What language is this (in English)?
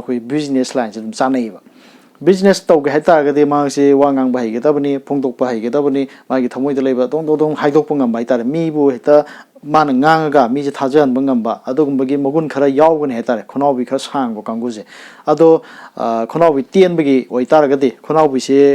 Manipuri